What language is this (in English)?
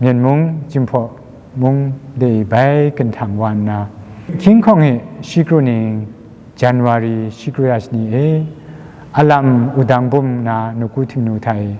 Kachin